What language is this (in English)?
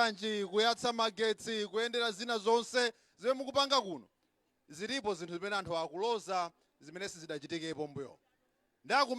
Nyanja